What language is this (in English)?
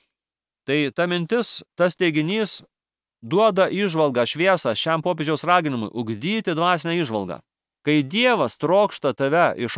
Lithuanian